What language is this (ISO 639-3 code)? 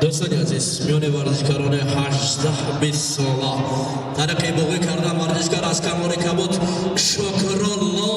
tgk